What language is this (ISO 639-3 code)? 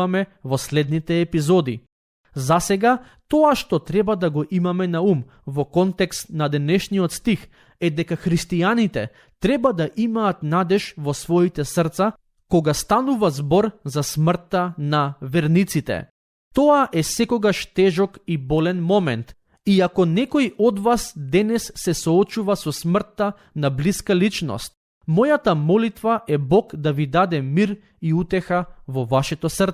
mkd